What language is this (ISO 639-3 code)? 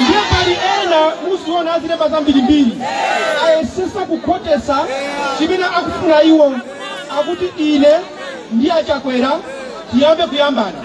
nya